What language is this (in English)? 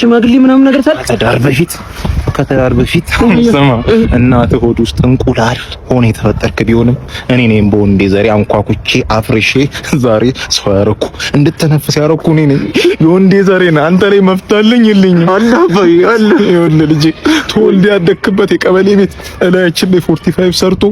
Amharic